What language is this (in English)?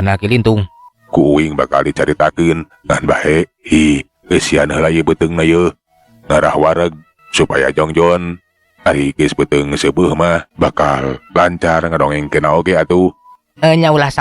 Sundanese